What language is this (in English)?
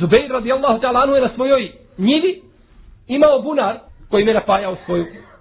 Bosnian